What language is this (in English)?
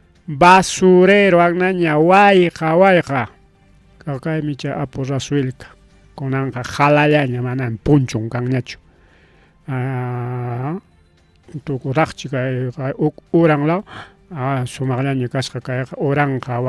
Ayacucho Quechua